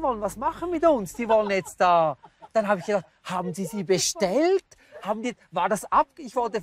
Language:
Romansh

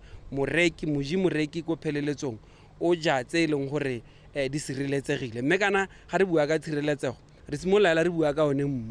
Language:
Tswana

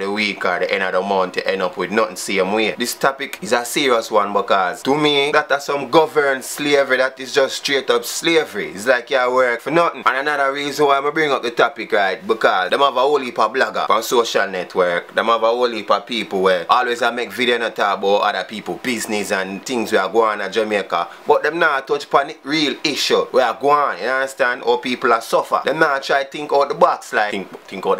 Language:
Jamaican Creole English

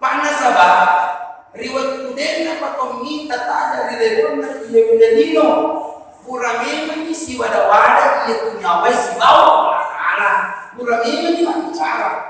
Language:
Buginese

